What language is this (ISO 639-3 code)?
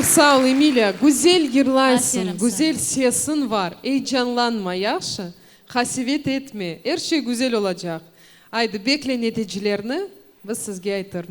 crh